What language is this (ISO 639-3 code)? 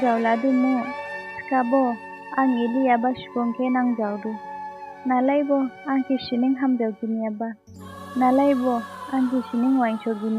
dis